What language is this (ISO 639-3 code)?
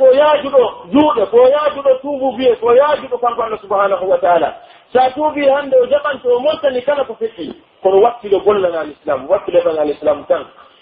fuf